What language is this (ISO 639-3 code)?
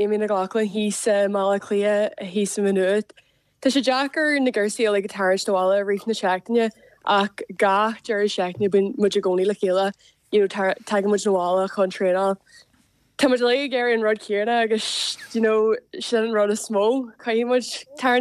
gle